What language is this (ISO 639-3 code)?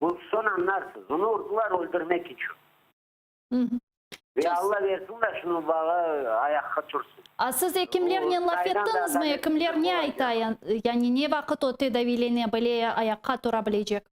crh